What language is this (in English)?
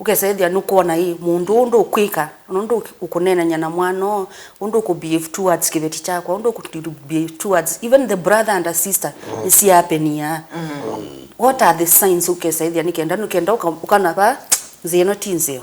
Kamba